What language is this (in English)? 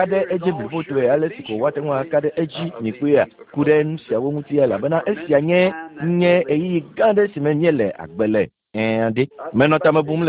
Ewe